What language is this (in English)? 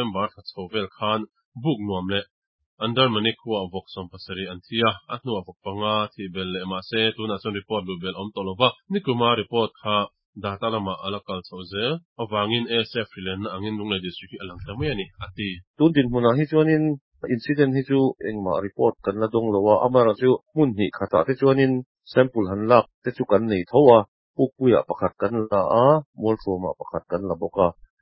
Mizo